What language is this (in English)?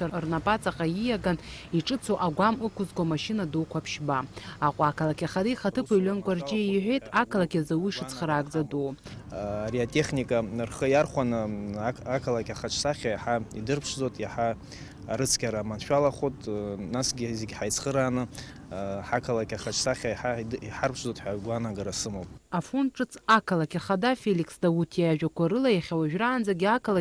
Abkhazian